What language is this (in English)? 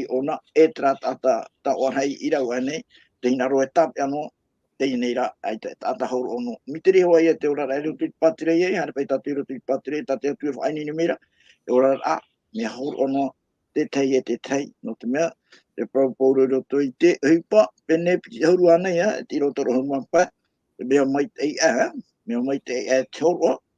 Tahitian